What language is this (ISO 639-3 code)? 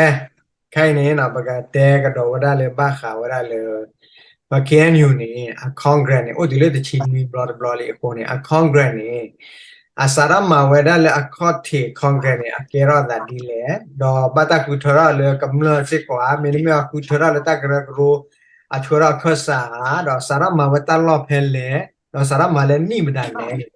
ksw